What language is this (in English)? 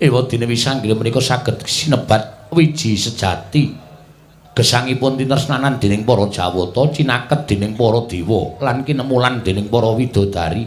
Javanese